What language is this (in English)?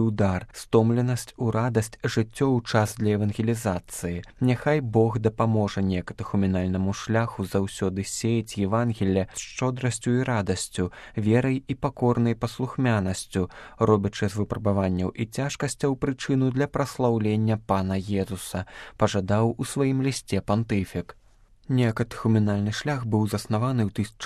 Belarusian